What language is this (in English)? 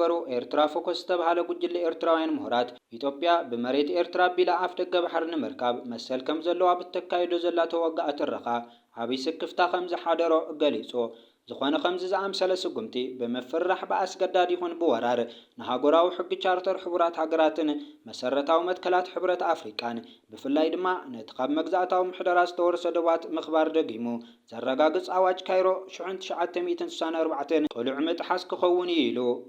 Tigrinya